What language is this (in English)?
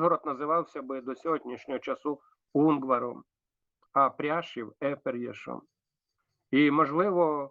Rusyn